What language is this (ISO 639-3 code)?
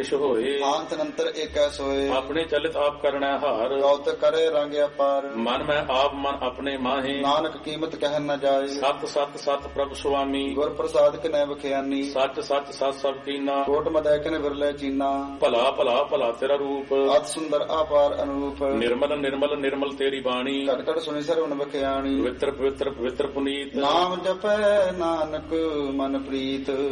pan